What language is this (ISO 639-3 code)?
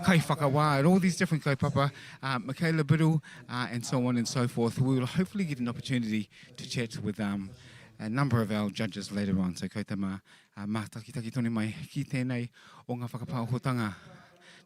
mri